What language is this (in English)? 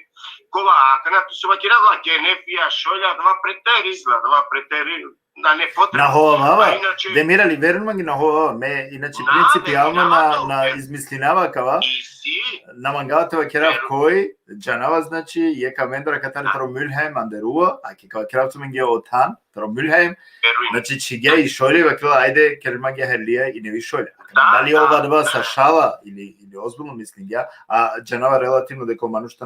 Balkan Romani